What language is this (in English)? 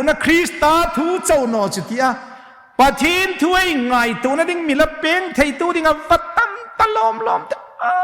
Hmar